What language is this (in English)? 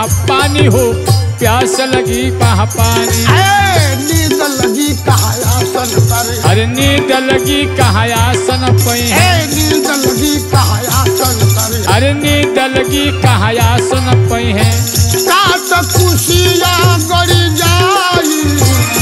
Bhojpuri